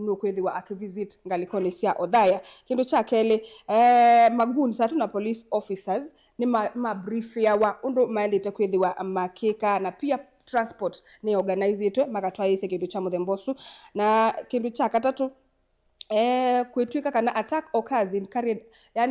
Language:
Kamba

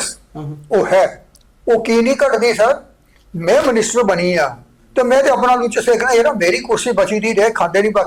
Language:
Dogri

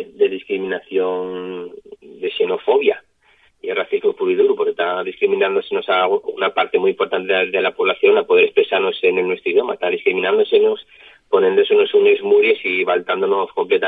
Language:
Asturian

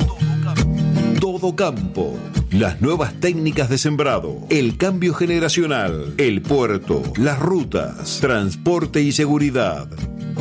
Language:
Spanish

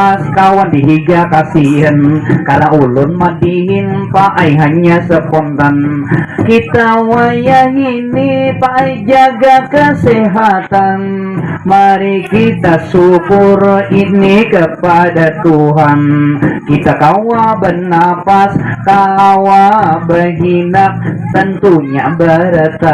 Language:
Banjar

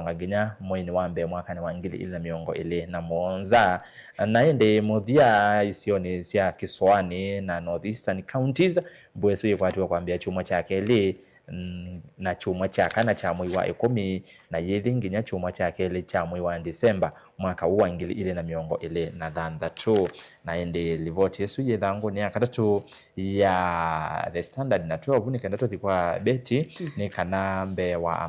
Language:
Kamba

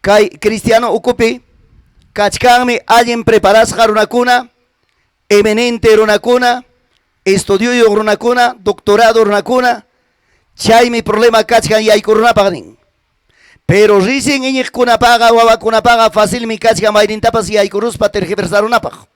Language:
Ayacucho Quechua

